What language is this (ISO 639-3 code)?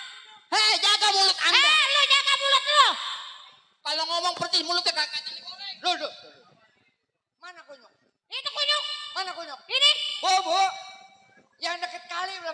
bew